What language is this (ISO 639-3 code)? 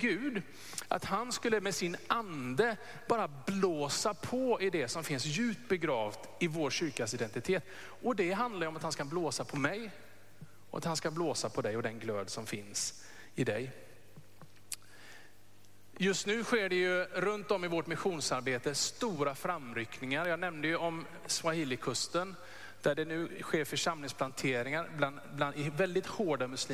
swe